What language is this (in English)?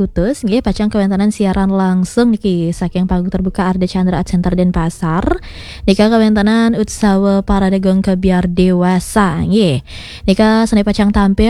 Balinese